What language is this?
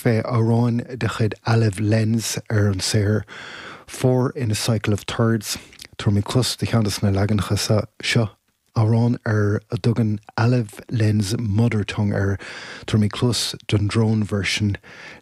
Irish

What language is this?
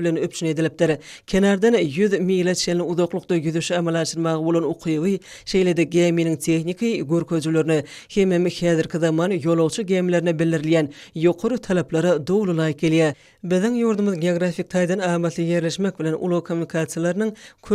Turkmen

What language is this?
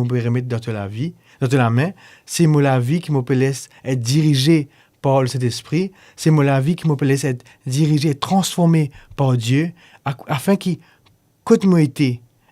Morisyen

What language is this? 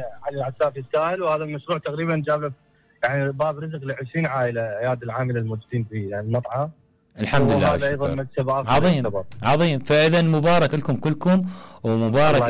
Mesopotamian Arabic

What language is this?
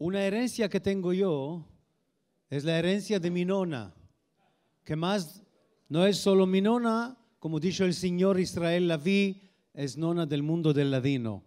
Ladino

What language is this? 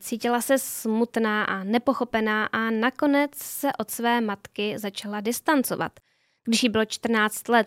Czech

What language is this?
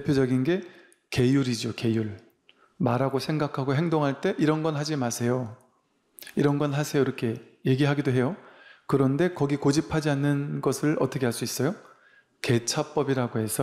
Korean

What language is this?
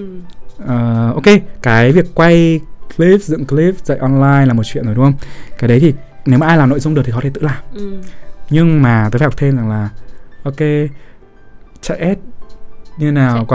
Vietnamese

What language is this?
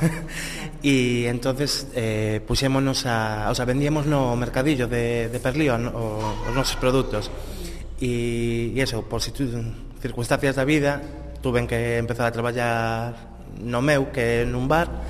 Galician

